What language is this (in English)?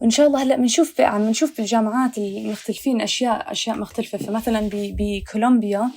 North Levantine Arabic